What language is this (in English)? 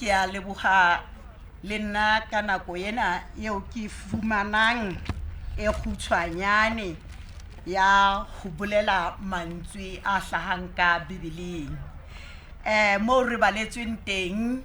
Southern Sotho